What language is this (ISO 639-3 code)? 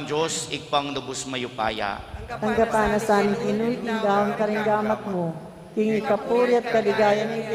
pam